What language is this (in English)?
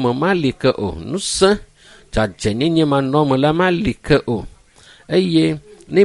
Ewe